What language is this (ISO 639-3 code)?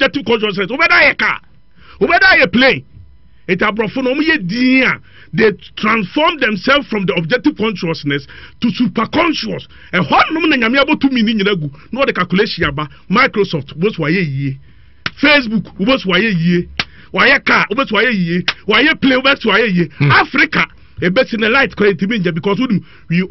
aka